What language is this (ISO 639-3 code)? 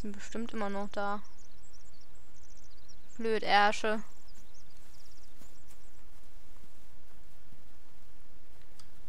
deu